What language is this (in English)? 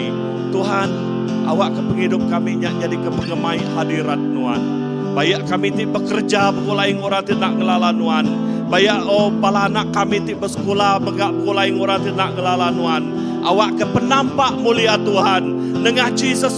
Iban